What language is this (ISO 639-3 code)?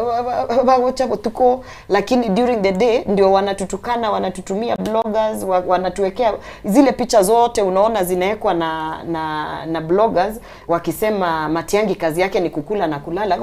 guz